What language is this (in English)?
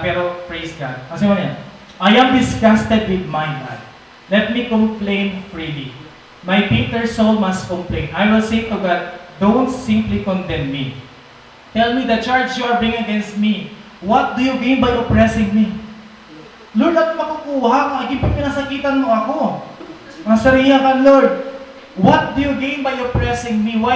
Waray